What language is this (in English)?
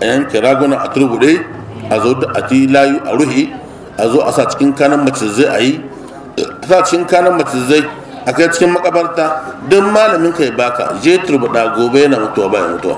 Hausa